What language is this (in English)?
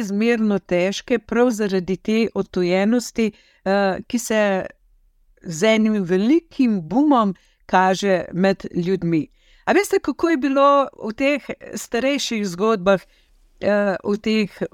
Slovenian